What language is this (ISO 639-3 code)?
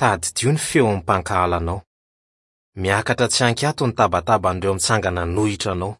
mlg